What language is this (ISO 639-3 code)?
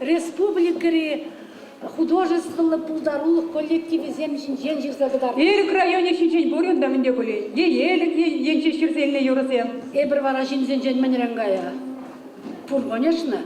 chv